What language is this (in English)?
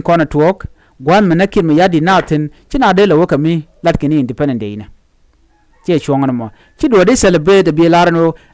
Nuer